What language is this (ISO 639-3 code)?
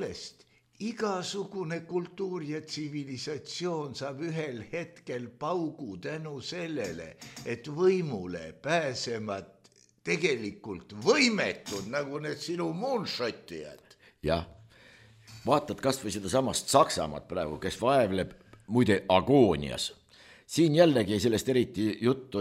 est